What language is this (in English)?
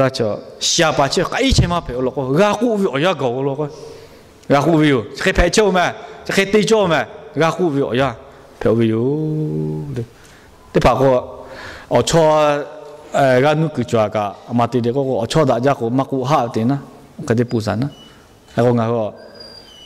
Lahu